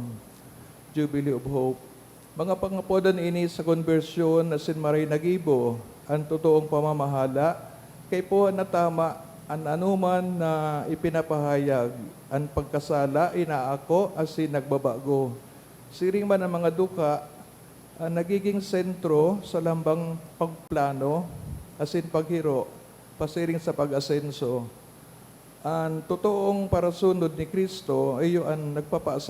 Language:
Bikol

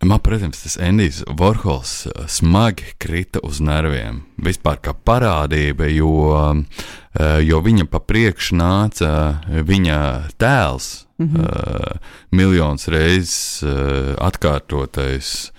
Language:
Latvian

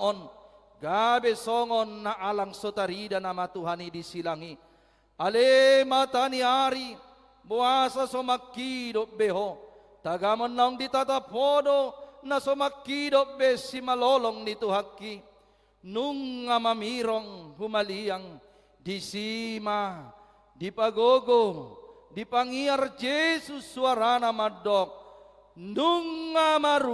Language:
Batak Toba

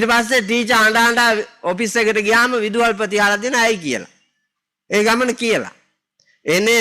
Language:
Sinhala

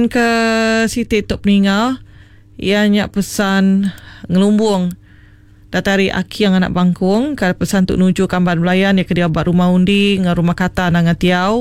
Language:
Iban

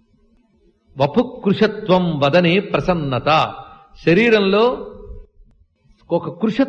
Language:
Telugu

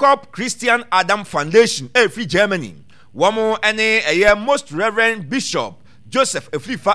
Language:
Akan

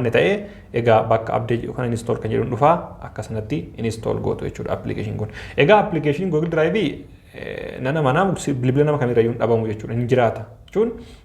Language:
Oromo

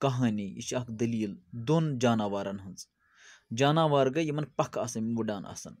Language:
Kashmiri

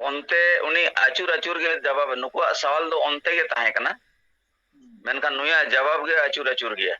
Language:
Santali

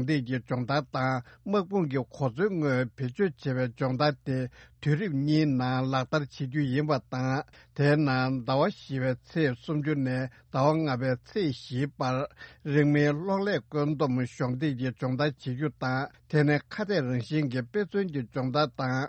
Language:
Tibetan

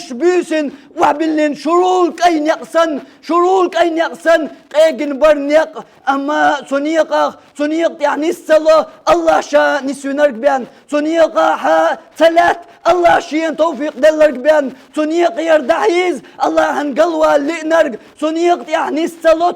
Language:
Chechen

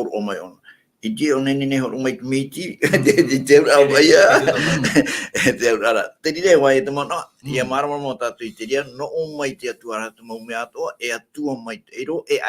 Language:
Tahitian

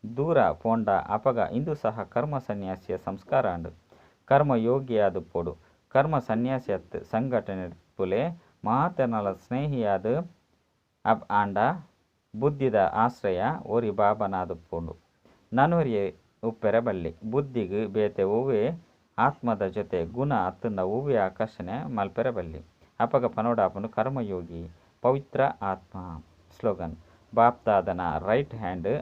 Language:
Tulu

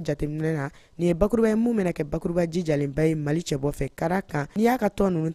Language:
Bambara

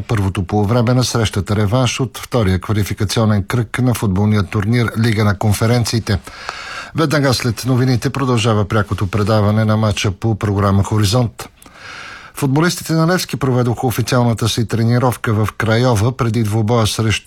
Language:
Bulgarian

